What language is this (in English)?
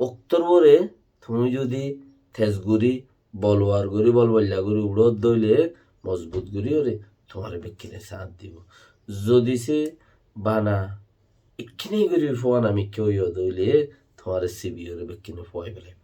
Rohingya